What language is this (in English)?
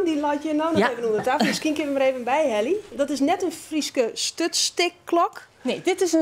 Western Frisian